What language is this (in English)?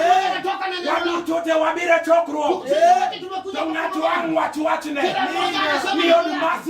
Luo (Kenya and Tanzania)